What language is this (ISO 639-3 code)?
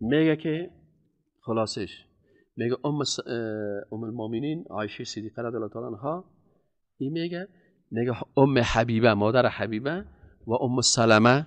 fas